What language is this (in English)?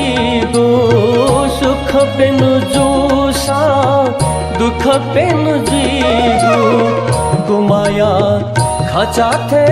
Newari